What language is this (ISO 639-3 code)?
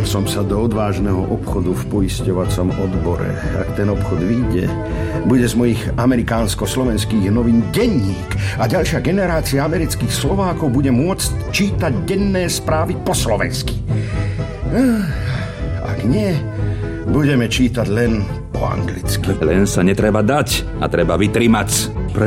slk